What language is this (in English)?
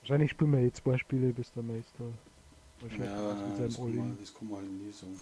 Bavarian